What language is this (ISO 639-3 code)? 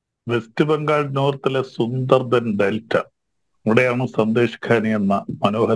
mal